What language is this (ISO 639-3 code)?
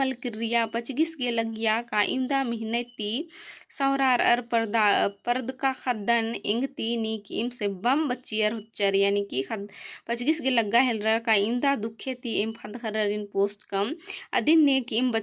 kru